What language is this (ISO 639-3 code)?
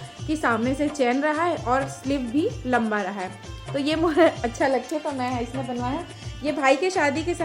hne